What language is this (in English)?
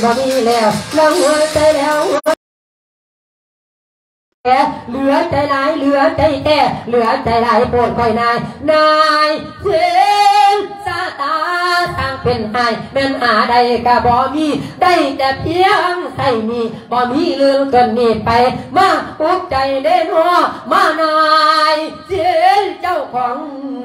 Thai